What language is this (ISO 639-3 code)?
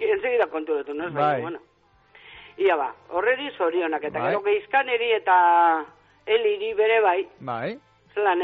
eus